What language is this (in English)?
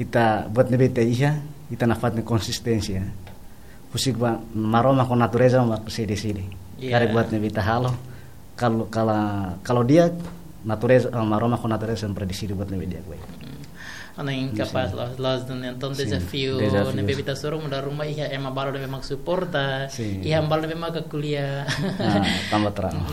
Tetum